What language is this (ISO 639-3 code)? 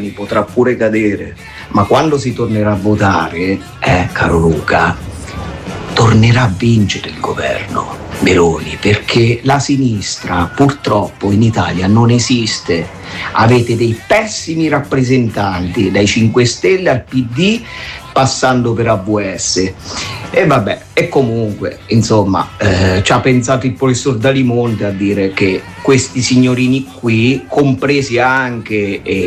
ita